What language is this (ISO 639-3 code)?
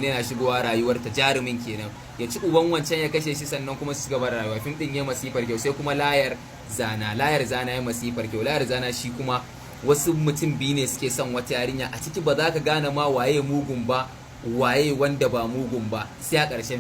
hau